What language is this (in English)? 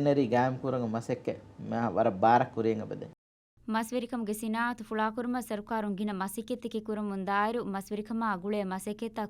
Divehi